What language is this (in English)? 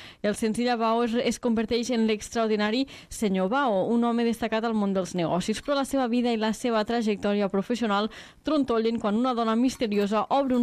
Catalan